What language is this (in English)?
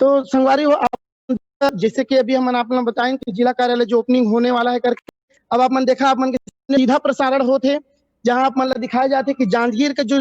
Chhattisgarhi